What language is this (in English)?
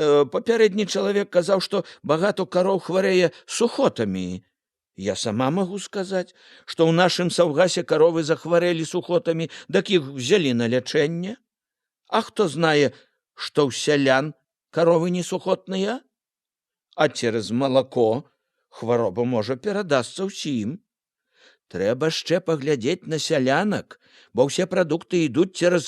Belarusian